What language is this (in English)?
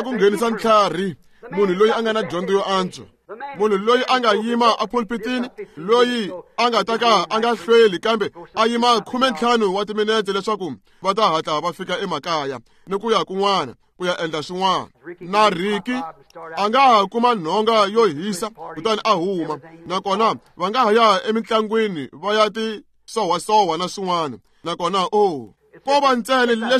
Tsonga